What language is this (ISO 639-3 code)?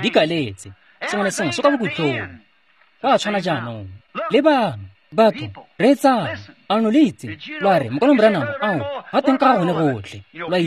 tsn